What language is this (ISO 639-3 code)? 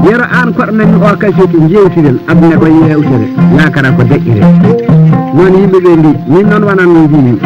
ful